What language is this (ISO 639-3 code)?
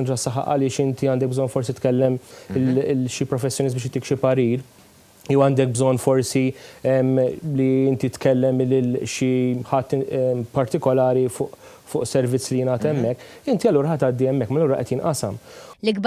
mlt